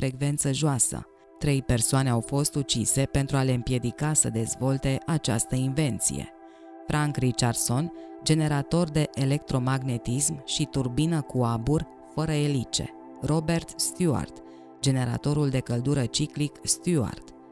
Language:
Romanian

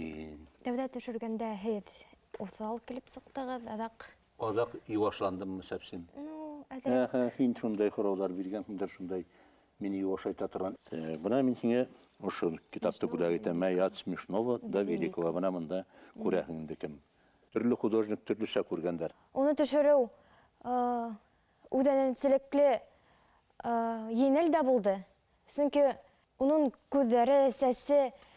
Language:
Bashkir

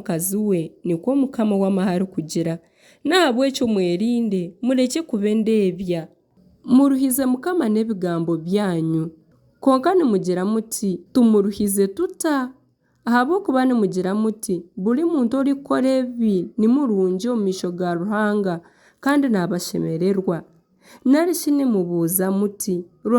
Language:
Nyankole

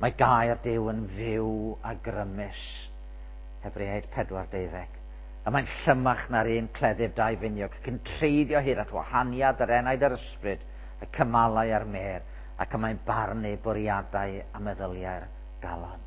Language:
Welsh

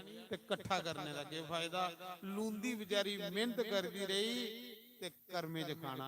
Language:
Dogri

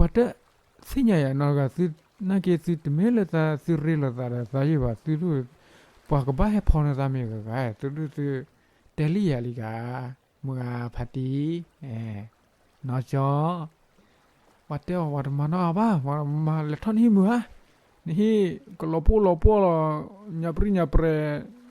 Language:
S'gaw Karen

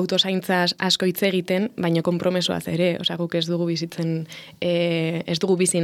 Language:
Basque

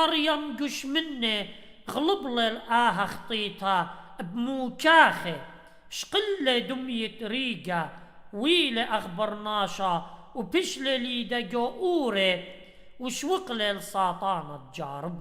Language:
Assyrian Neo-Aramaic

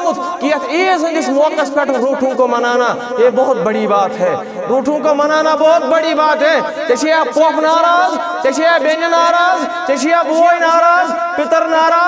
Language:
Kashmiri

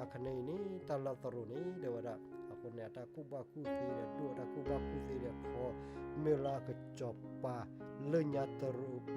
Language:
S'gaw Karen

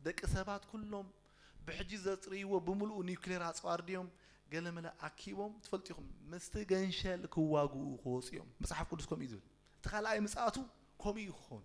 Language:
Tigrinya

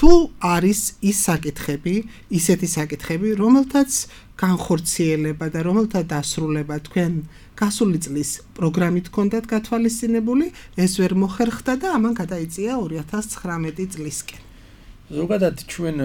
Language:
Georgian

